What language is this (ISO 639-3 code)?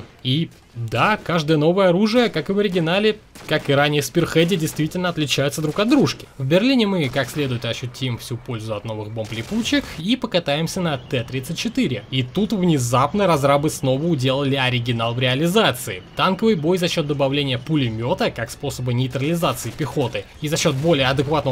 rus